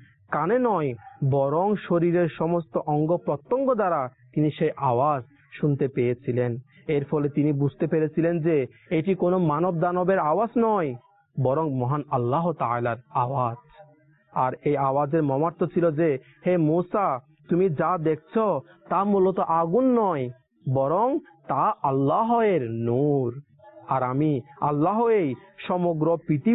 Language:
Bangla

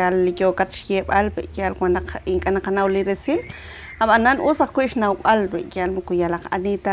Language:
Kekchí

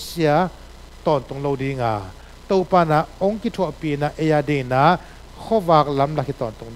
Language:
Tedim Chin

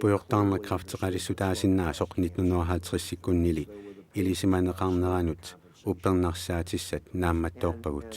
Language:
Kalaallisut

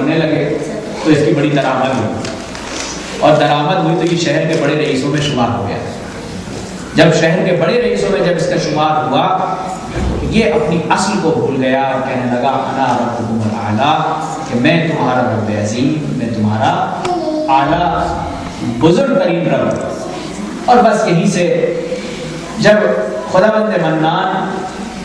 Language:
Urdu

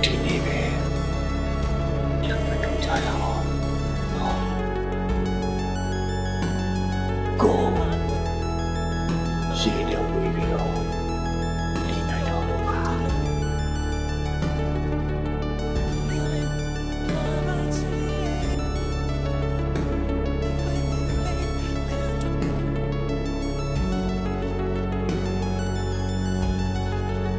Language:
Burmese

